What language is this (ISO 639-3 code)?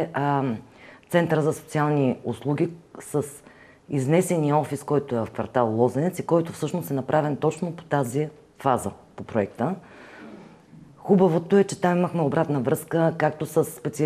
bul